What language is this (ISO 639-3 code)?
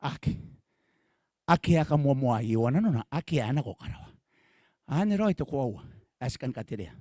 gil